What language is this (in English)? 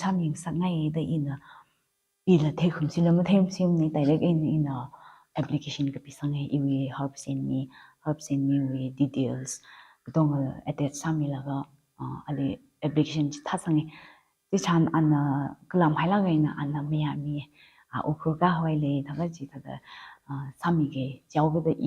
Tangkhul Naga (India)